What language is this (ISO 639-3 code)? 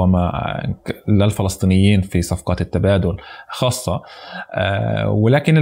apc